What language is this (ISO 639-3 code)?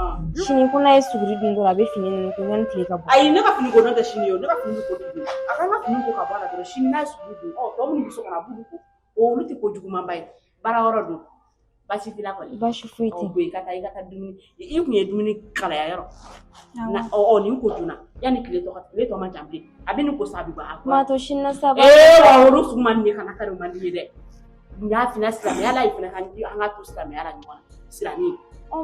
bam